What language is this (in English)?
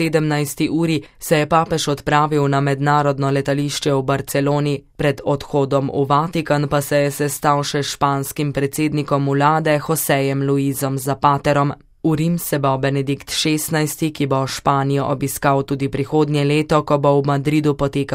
Slovenian